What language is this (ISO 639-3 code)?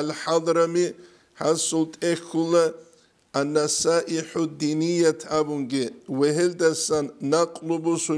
ava